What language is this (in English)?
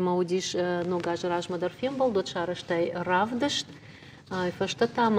Ossetic